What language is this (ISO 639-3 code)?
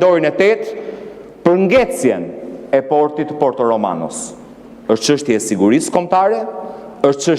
sqi